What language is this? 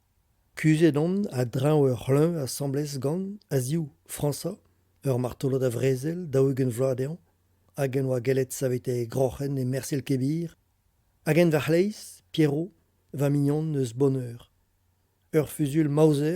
Breton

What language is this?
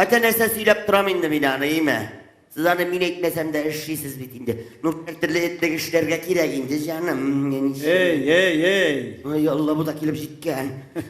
Tatar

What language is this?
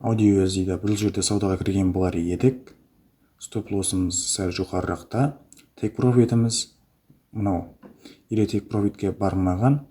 Kara-Kalpak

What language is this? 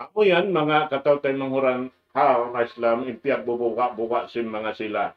Tausug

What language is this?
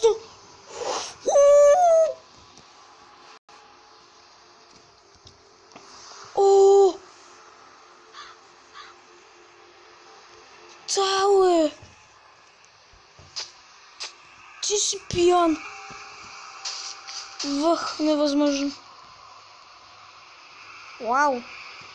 Bulgarian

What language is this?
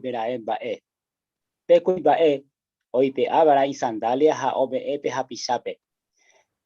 Guarani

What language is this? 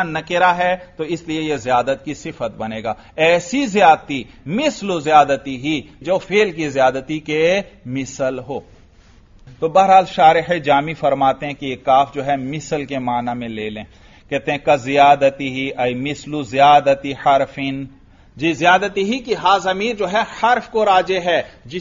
Urdu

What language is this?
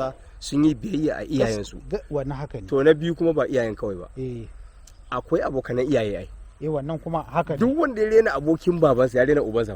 Hausa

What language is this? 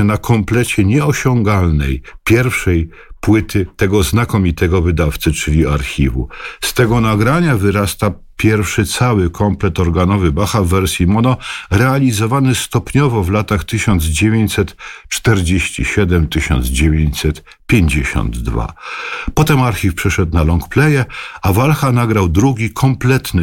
Polish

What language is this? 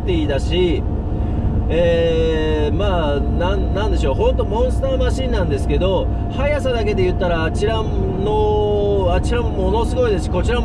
Japanese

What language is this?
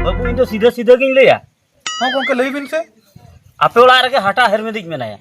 Santali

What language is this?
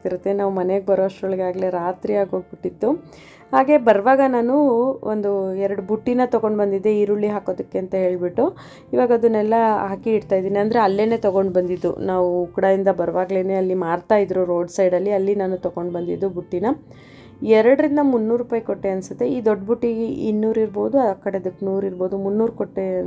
Kannada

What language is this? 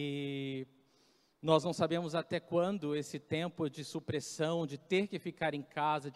Portuguese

